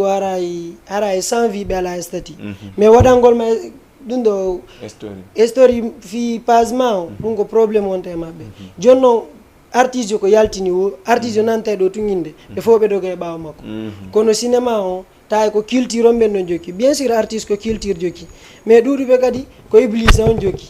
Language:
Fula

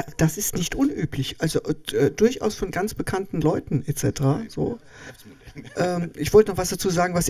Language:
German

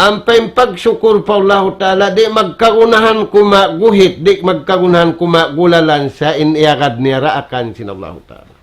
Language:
Tausug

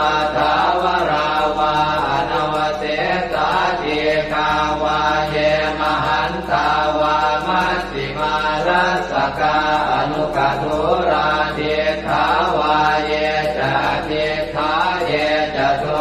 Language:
Pali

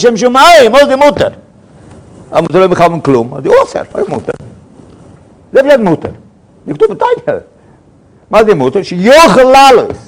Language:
Hebrew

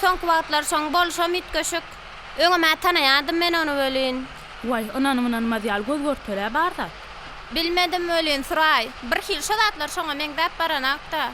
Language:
Turkmen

